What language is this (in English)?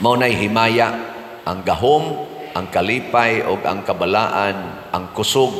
Cebuano